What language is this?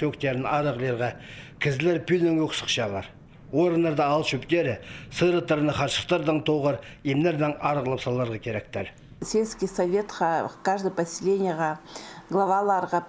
Khakas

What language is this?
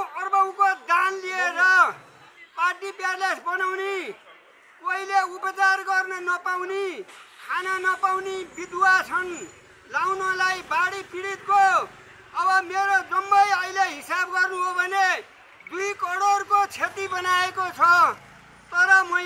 Nepali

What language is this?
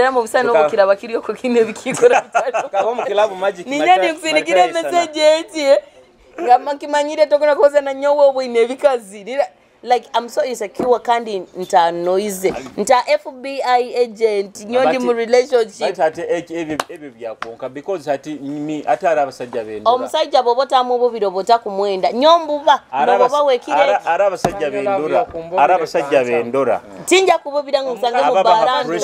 Nyoro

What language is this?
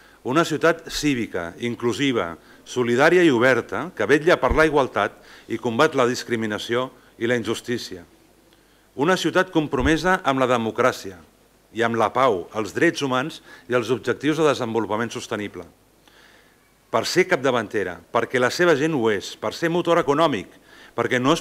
Catalan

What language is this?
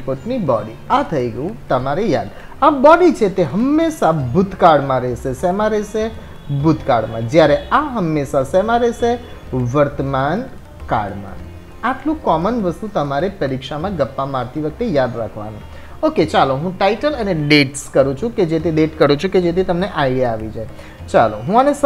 Gujarati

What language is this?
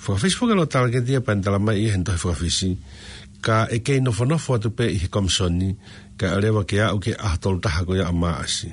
Tongan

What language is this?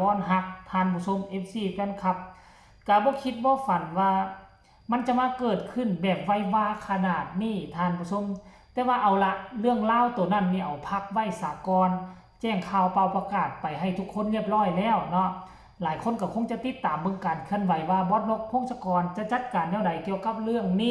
Northeastern Thai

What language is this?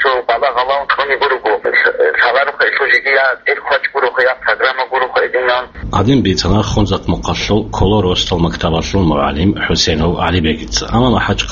Avaric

